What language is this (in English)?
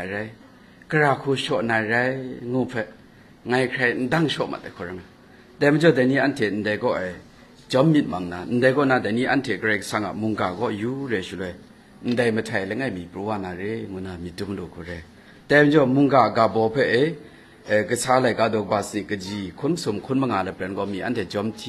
Kachin